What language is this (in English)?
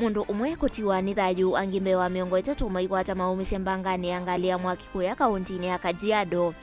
Kamba